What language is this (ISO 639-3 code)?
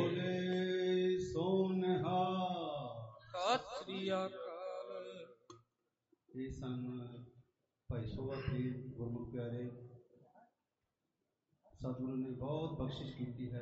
pan